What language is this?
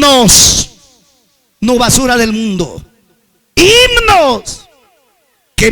Ayacucho Quechua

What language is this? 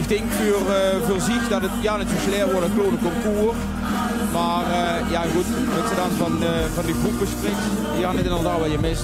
Limburgish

